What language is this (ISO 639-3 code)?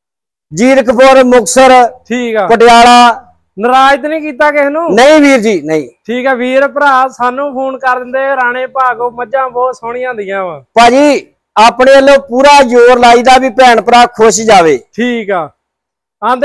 pan